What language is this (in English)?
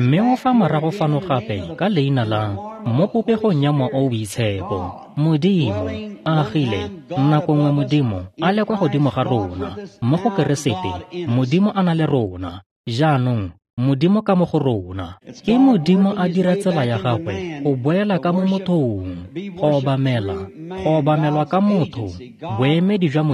Tswana